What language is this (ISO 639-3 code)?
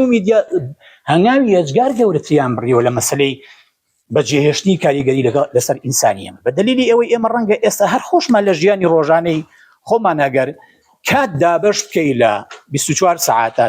ckb